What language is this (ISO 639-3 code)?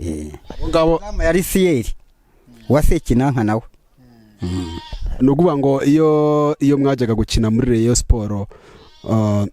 kin